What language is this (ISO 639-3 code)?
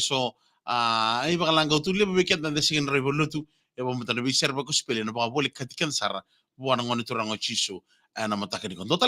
fij